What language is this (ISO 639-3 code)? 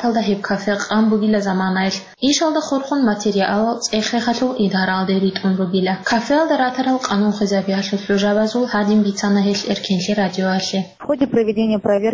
ava